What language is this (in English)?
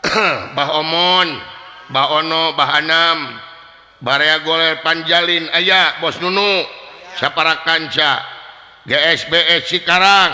Sundanese